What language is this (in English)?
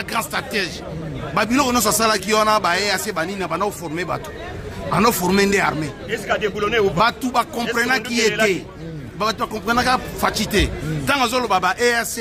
Lingala